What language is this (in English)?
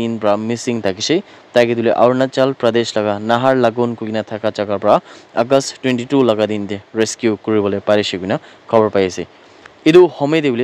Naga Pidgin